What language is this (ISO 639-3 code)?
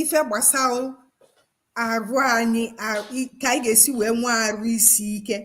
ibo